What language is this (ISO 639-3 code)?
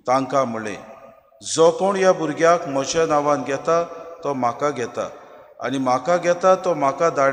kok